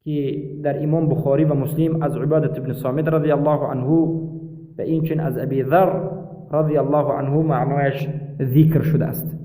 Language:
Persian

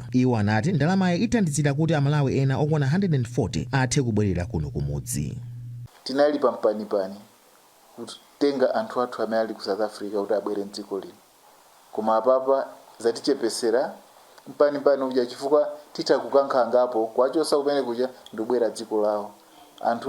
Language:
Nyanja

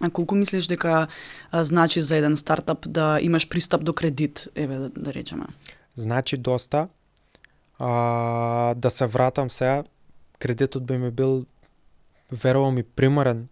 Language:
Macedonian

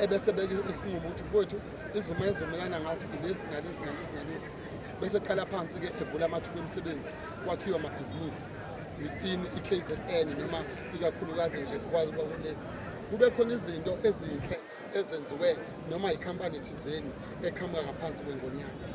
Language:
Zulu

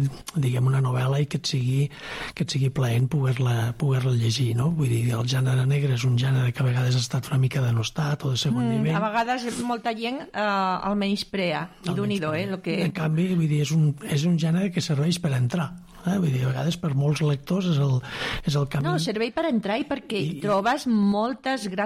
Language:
Catalan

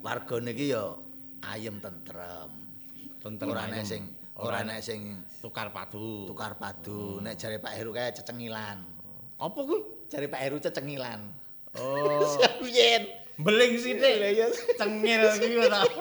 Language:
Javanese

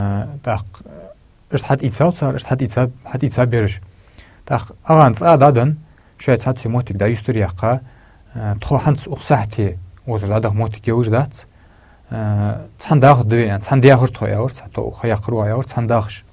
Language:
Ingush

